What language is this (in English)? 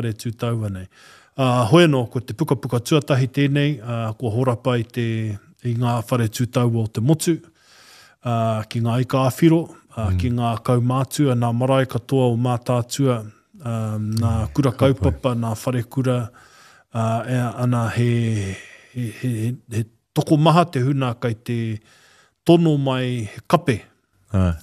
Māori